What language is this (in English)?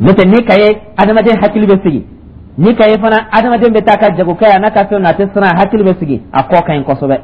Dyula